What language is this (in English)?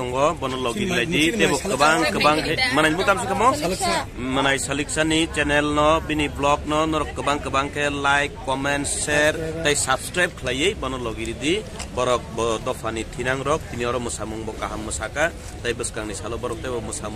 Kok Borok